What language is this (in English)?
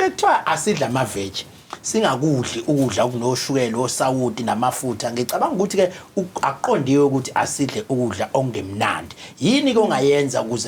Zulu